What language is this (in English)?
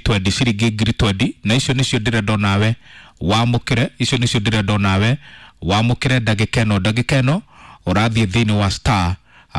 Kikuyu